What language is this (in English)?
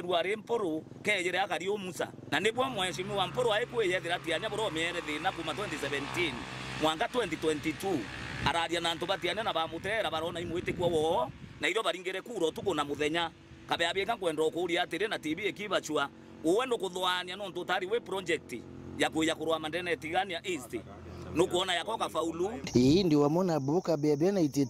Meru